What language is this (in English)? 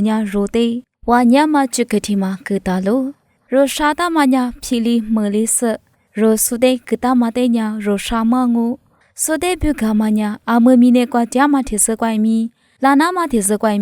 Lisu